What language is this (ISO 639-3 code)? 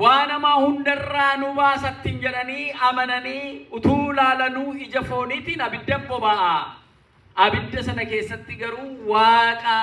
orm